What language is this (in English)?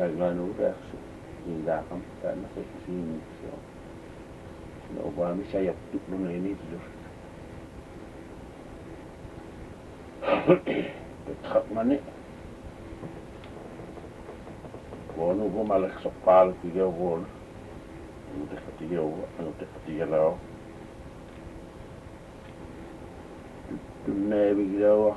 Indonesian